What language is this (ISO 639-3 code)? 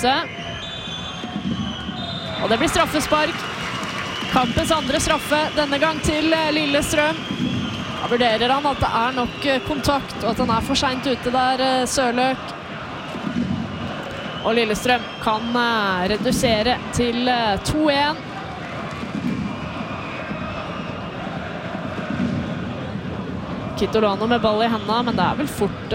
nor